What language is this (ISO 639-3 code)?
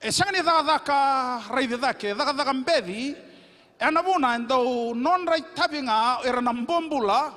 fij